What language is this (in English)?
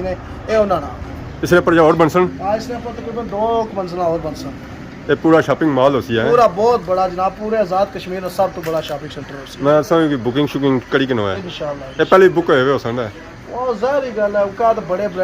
Pahari-Potwari